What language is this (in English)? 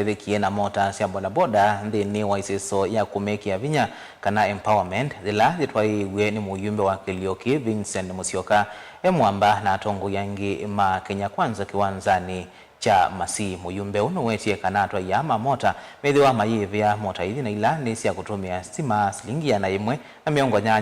Kamba